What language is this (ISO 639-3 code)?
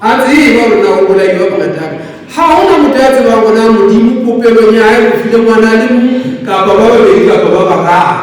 sot